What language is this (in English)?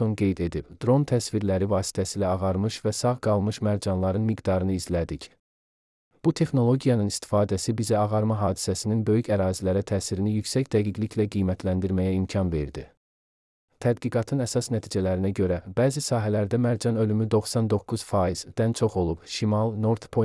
Azerbaijani